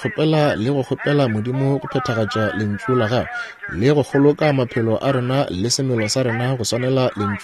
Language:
Northern Sotho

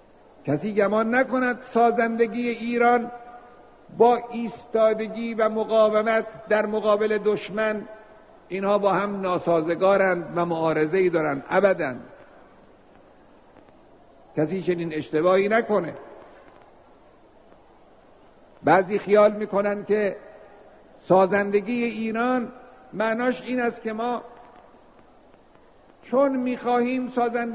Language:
Persian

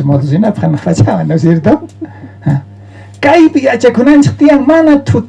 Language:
South Bolivian Quechua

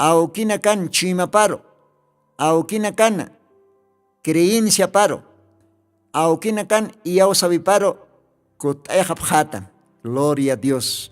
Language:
Aymara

